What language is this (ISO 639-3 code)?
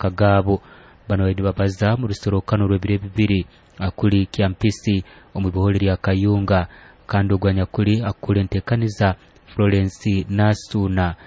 nyo